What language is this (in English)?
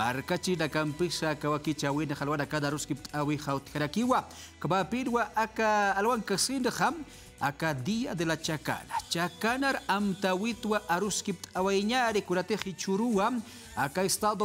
Aymara